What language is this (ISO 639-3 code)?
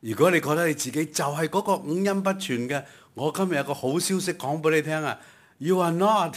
yue